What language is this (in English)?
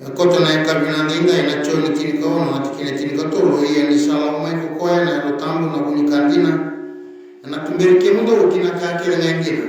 Fijian